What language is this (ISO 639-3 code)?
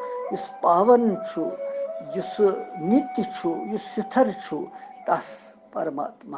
kas